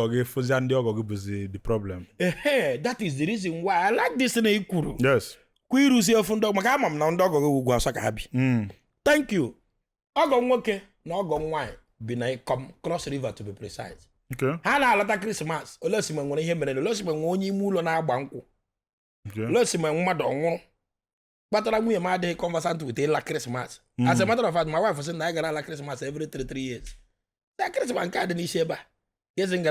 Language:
Igbo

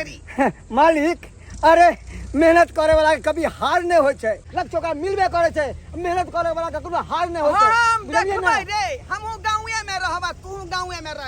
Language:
Maithili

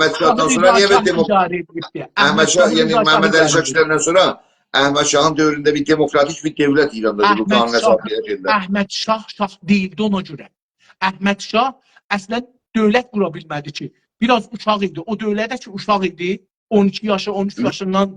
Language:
South Azerbaijani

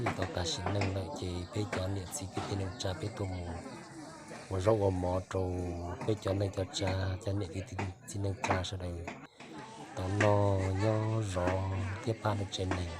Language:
Hmong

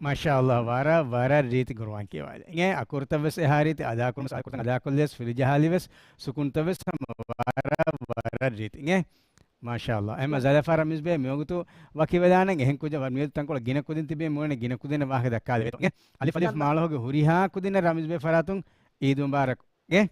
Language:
Divehi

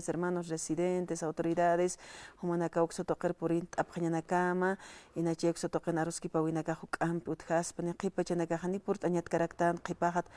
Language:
Aymara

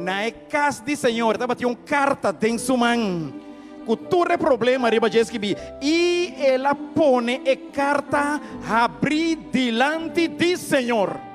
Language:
Papiamento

